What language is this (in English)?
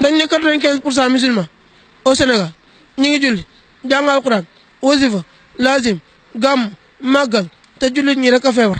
Wolof